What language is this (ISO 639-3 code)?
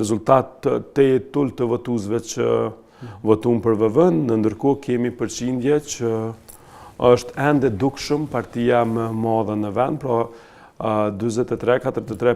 sqi